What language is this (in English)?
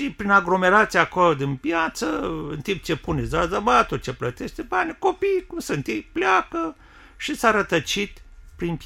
Romanian